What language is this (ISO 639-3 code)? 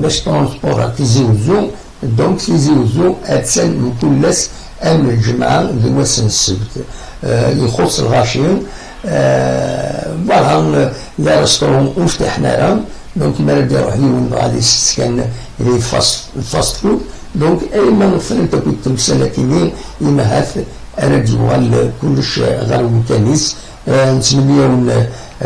kab